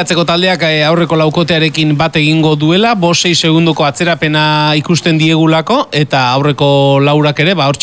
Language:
Basque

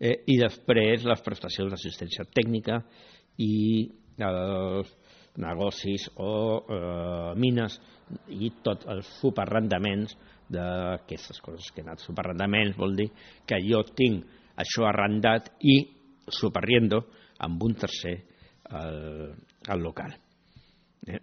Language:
Catalan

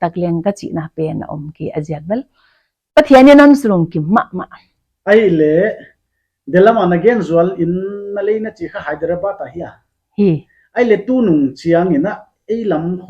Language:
Paite Chin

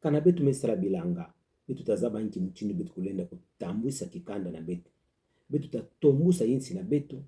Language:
Kituba (Democratic Republic of Congo)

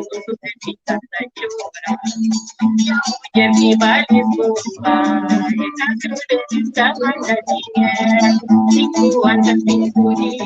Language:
Kabuverdianu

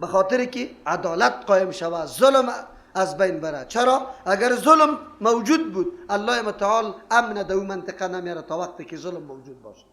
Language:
Persian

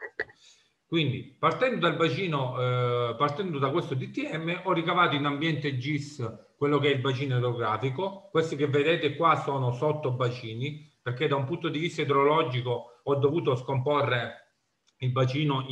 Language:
Italian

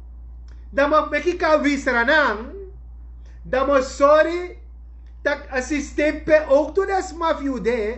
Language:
Sranan Tongo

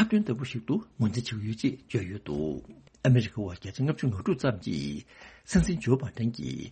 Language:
Tibetan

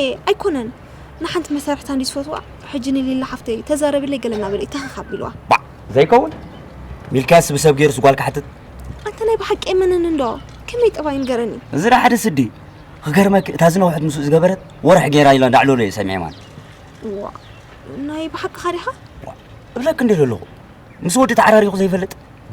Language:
Tigrinya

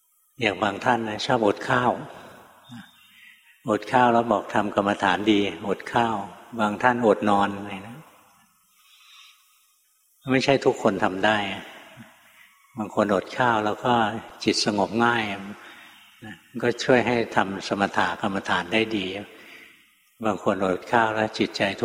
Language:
Thai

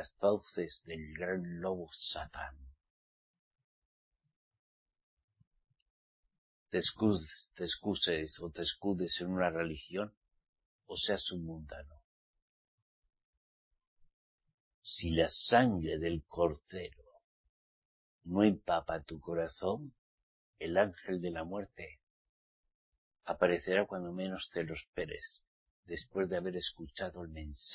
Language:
Spanish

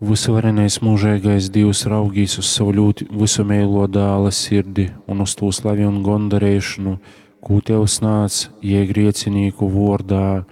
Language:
Latgalian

